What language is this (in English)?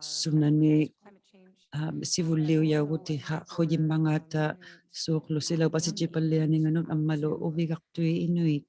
Inuktitut